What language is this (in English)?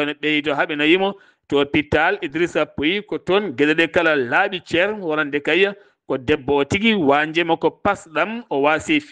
Fula